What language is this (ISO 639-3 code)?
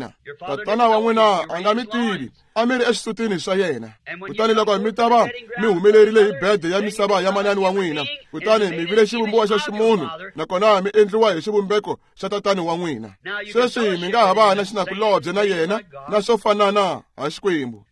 tso